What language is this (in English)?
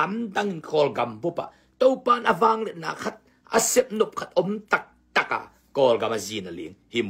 Tedim Chin